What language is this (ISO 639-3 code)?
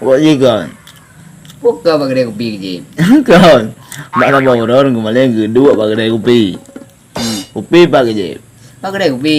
ace